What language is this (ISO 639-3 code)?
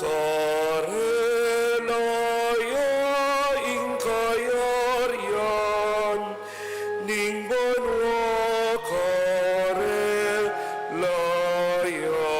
pam